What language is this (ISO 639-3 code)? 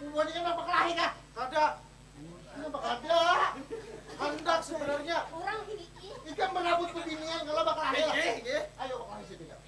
bjn